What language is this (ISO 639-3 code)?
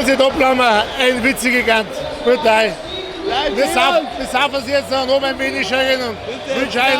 bar